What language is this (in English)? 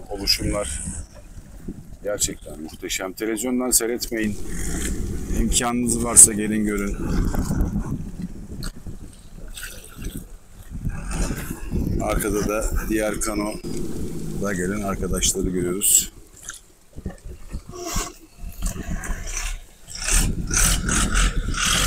Turkish